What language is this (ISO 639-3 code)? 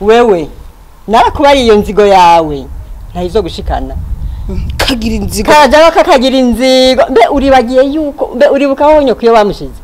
run